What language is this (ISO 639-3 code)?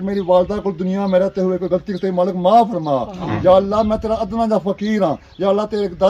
phr